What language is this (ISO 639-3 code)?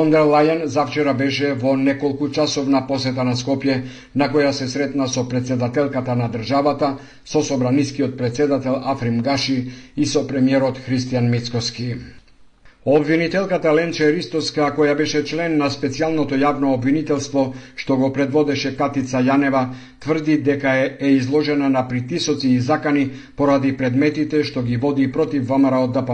mkd